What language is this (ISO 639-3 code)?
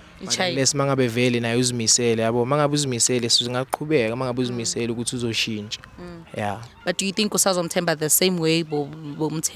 zul